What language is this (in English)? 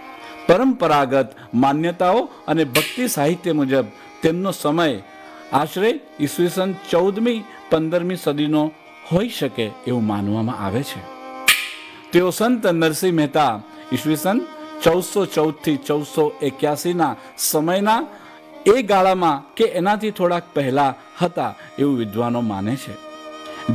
Gujarati